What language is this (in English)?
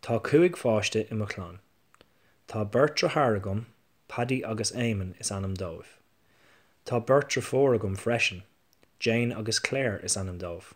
Irish